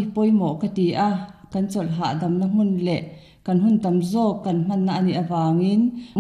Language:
Mizo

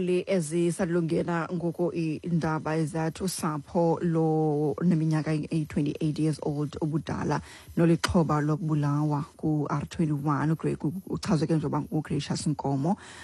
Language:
Xhosa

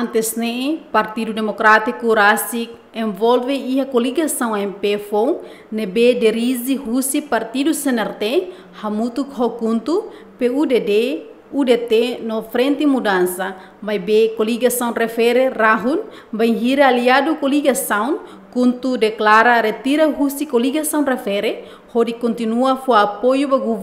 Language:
Tetum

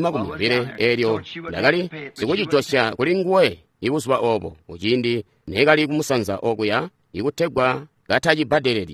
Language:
Tonga (Zambia)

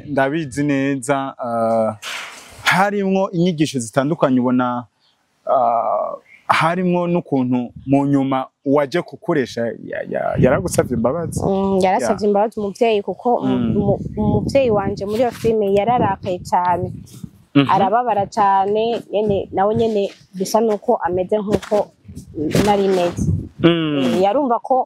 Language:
Rundi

